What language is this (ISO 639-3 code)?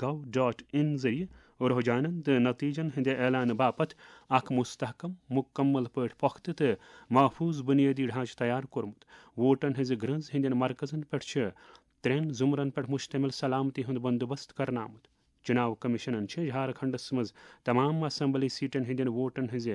kas